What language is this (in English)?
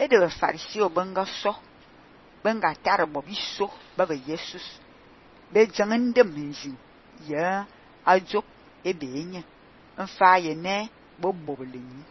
Fang